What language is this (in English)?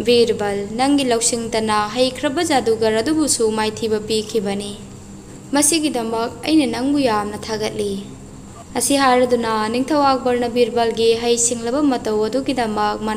Manipuri